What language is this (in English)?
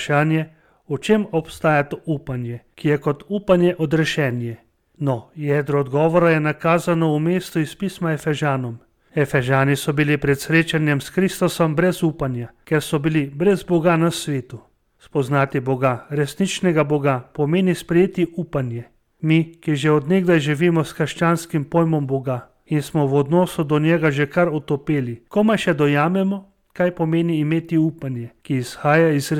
Slovenian